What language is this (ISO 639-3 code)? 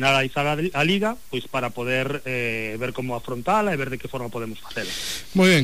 glg